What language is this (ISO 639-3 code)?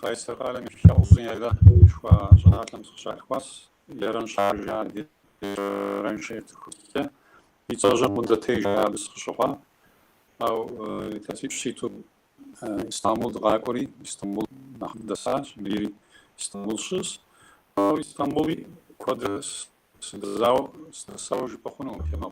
kbd